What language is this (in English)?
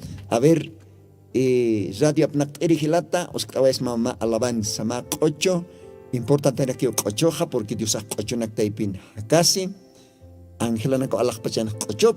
Aymara